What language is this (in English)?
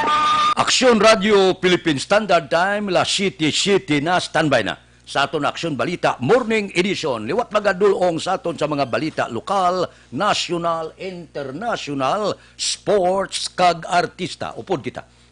Hiligaynon